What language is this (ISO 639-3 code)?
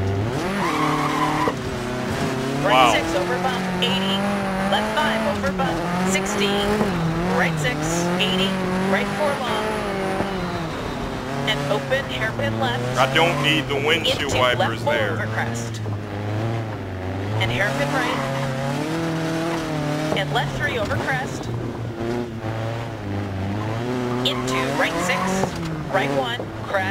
eng